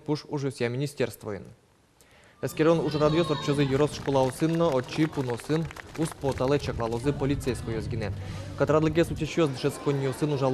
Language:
Udmurt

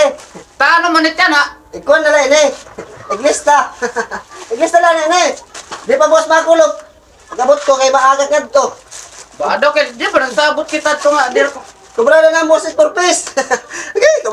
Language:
Waray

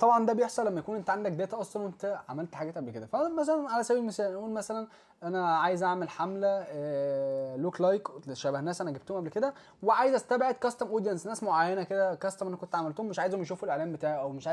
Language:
Egyptian Arabic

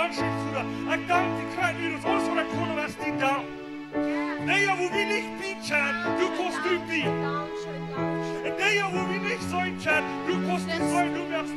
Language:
Plautdietsch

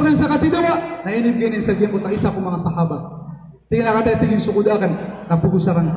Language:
Maranao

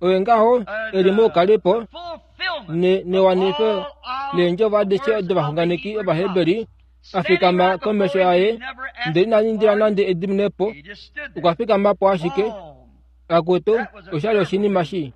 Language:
Kuanyama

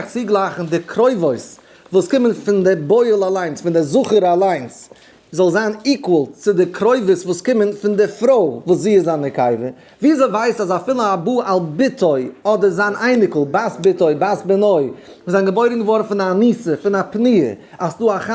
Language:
Yiddish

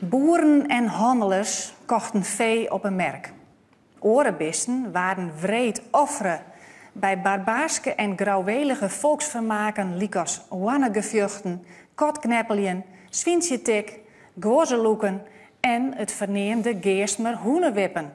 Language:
Western Frisian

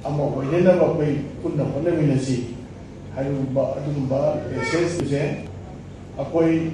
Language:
Manipuri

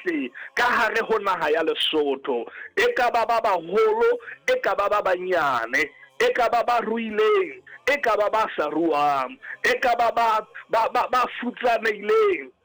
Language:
Southern Sotho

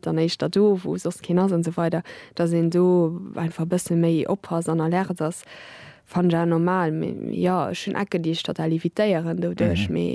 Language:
Luxembourgish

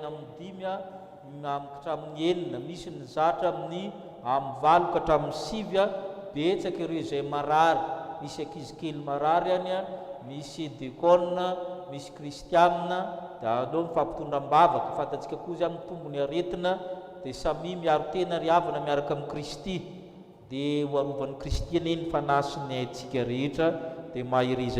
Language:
Malagasy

